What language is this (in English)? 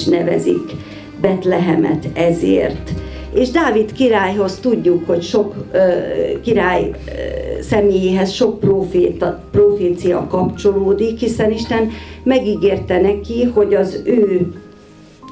Hungarian